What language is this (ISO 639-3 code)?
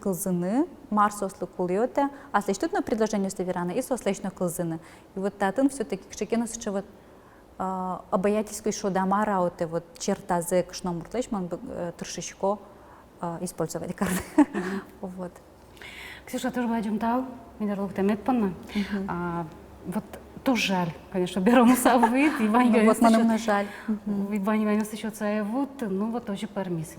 udm